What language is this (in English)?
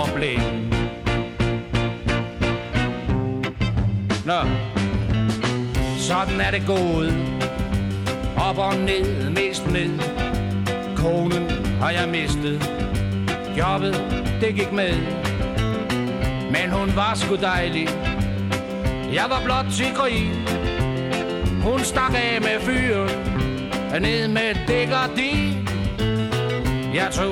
Danish